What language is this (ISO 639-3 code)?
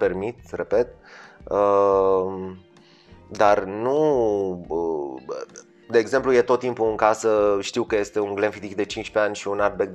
ron